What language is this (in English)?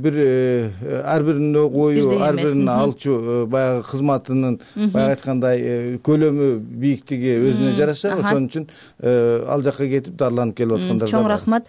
Kyrgyz